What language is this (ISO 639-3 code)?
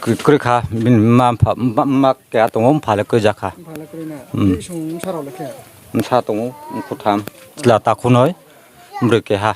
ria